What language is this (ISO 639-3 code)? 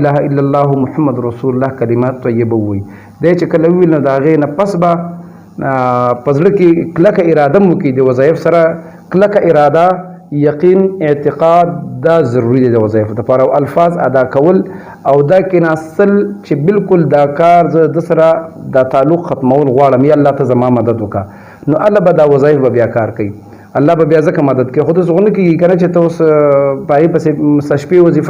pus